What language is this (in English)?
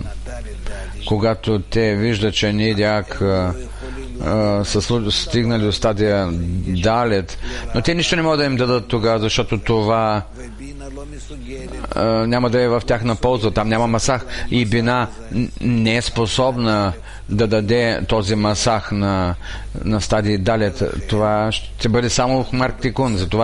Bulgarian